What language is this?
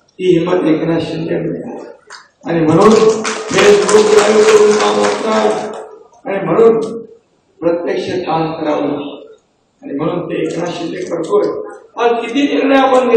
Marathi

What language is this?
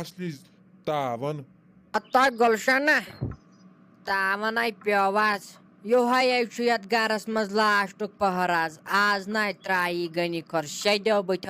Kashmiri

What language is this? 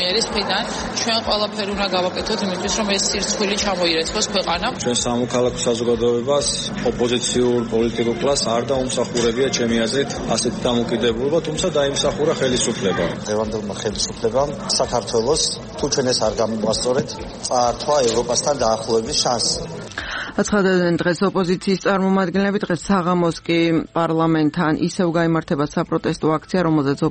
Georgian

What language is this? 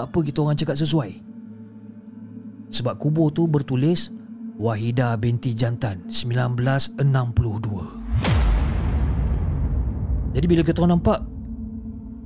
Malay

